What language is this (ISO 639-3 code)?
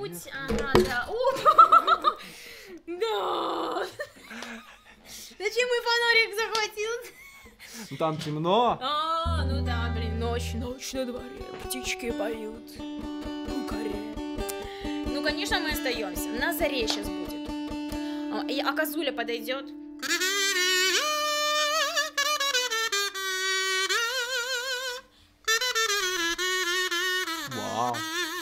rus